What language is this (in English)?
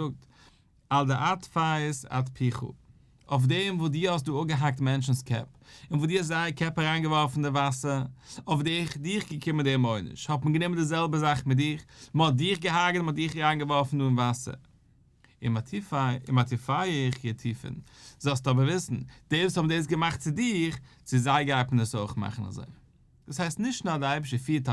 Yiddish